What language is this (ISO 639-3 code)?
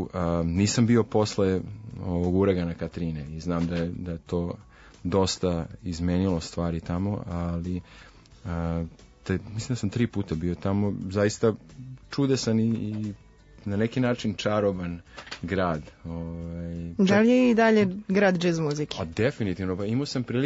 srp